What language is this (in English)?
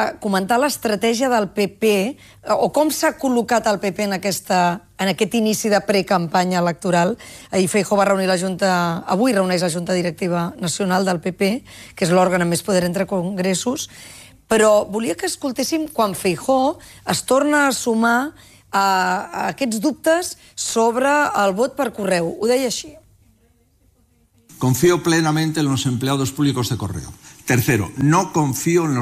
Catalan